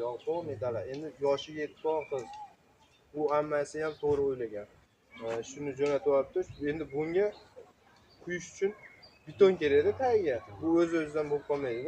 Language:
Uzbek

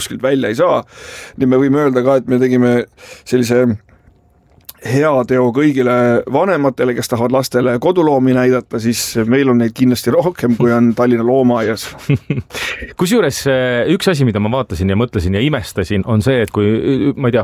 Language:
Estonian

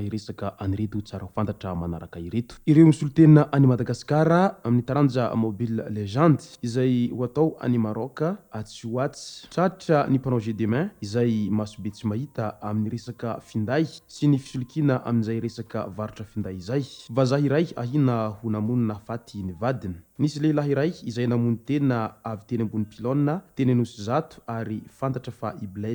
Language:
Malagasy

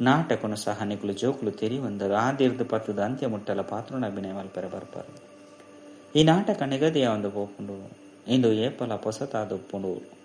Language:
Tulu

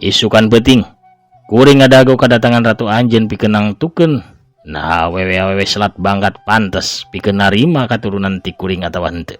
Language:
Sundanese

